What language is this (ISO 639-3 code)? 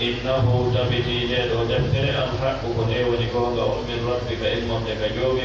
ful